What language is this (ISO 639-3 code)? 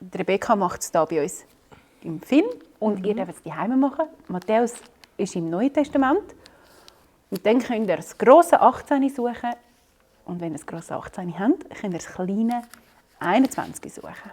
gsw